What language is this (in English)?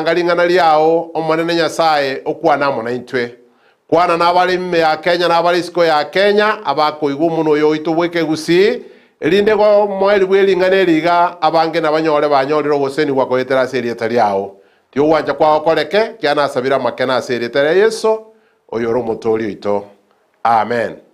Gusii